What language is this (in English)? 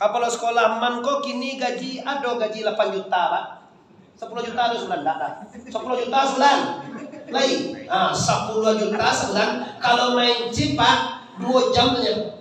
Minangkabau